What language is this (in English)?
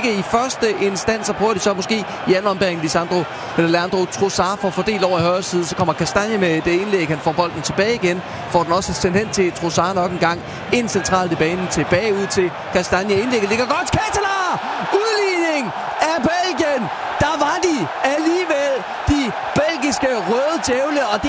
Danish